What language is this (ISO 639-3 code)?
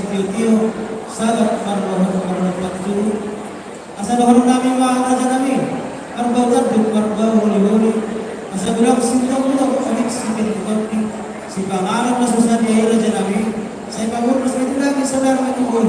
bbc